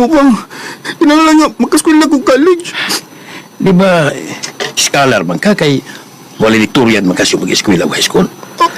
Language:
Cebuano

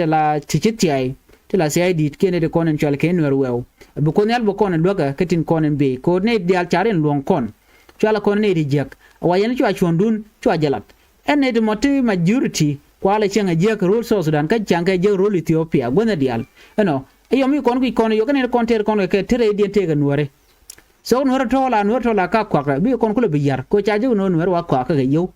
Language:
Nuer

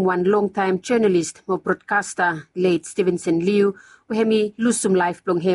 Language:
Bislama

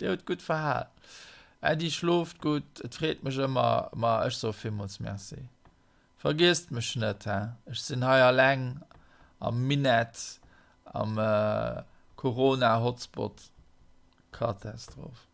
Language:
Luxembourgish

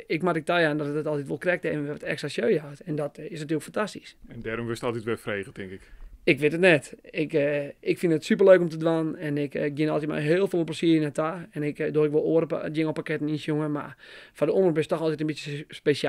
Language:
Western Frisian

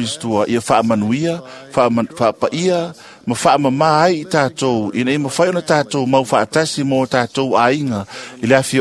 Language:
Samoan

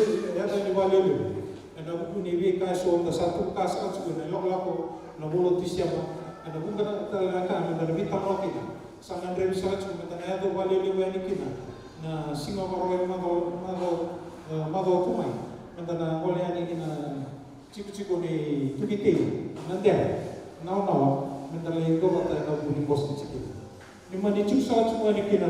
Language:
Fijian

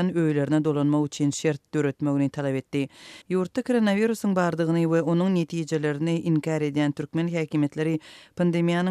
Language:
Turkmen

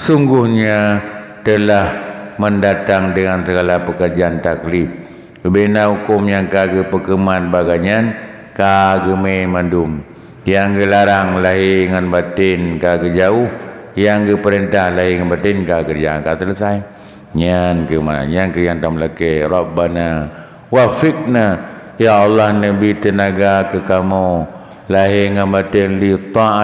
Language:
Achinese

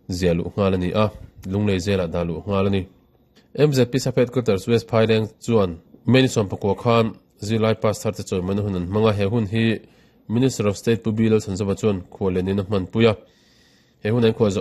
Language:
Mizo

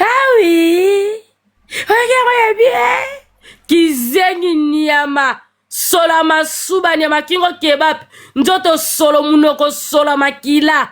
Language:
Lingala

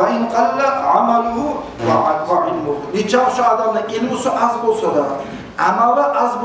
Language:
Kumyk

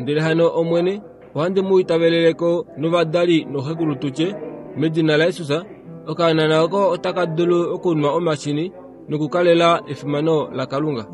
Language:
Kuanyama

